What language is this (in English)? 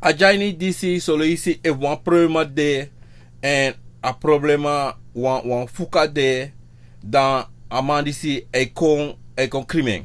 Sranan Tongo